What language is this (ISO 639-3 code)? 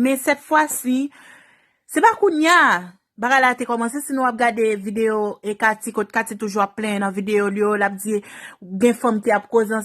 hat